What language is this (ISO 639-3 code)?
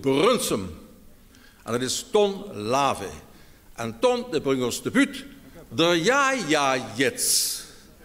lim